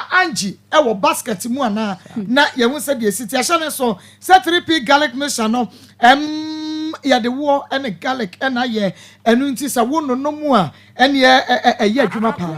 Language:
Akan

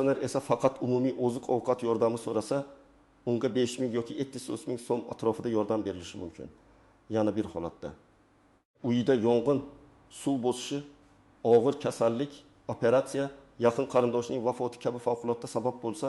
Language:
Uzbek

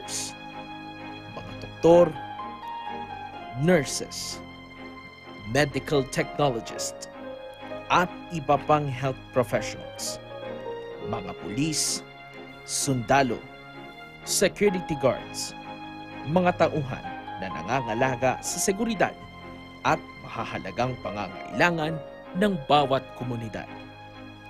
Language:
Filipino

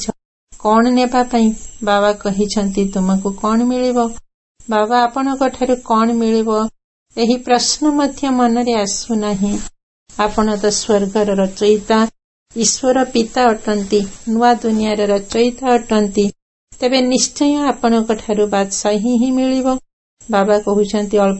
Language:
Odia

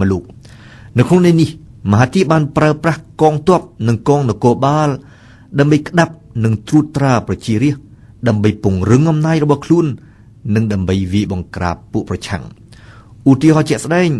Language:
Khmer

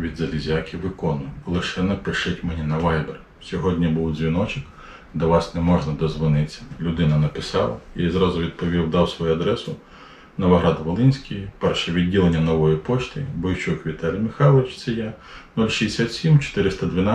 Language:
Ukrainian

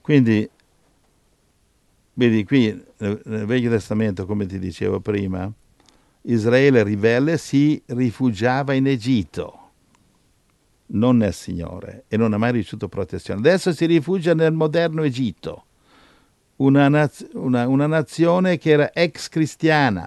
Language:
Italian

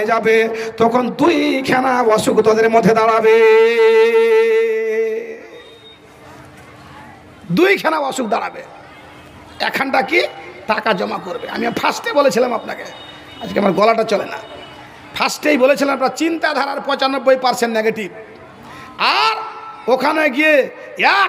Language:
Bangla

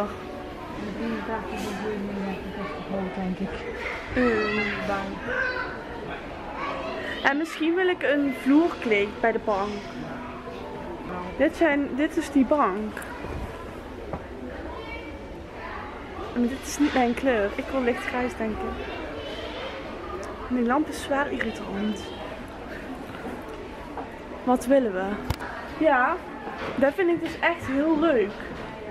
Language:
Dutch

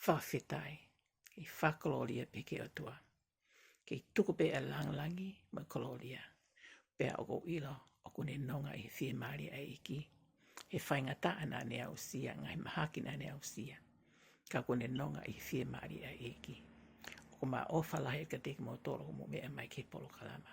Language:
Tongan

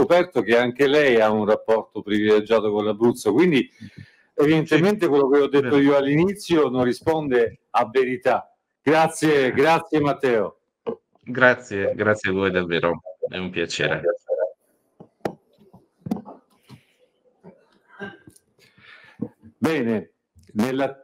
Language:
Italian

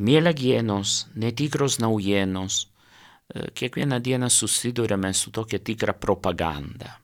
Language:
Lithuanian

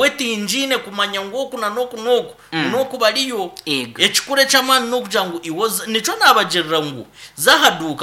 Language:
Nyankole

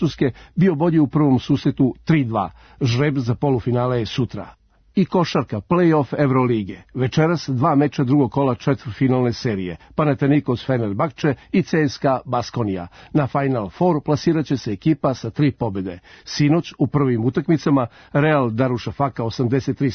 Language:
Serbian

